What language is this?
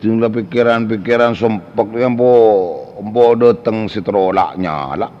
Madurese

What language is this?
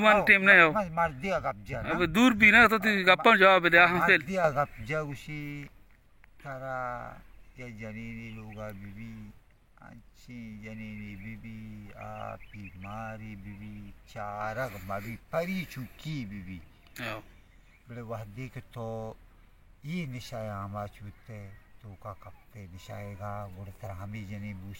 Baluchi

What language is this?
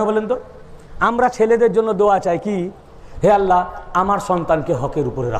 Bangla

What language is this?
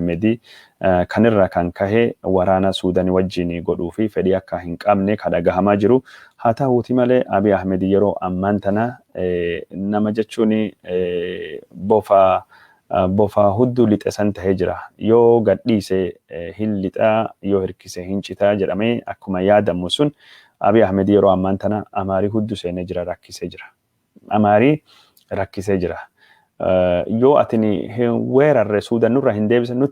Oromo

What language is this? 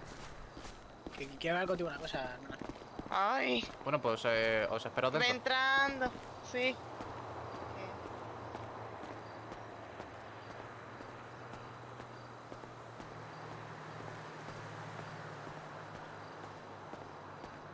Spanish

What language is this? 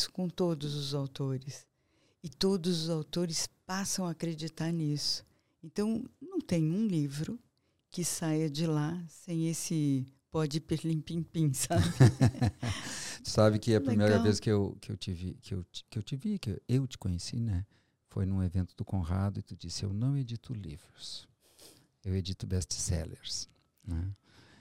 Portuguese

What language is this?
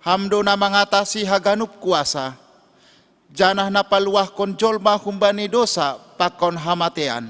Batak Simalungun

